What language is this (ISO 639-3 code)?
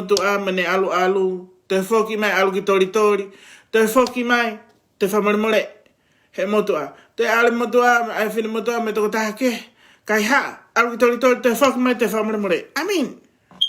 ton